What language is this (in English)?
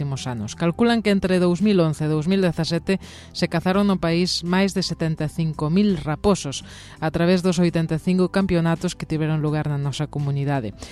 Galician